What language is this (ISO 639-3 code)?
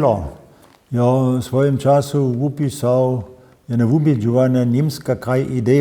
hsb